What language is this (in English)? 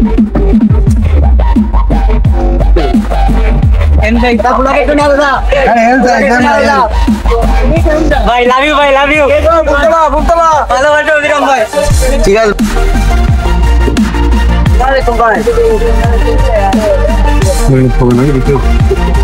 Bangla